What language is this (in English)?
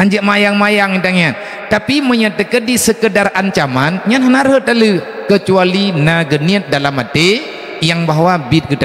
Achinese